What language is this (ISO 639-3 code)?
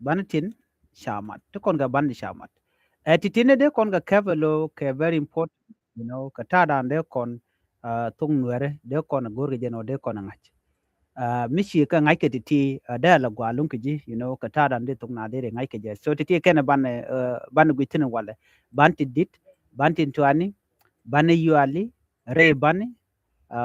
nus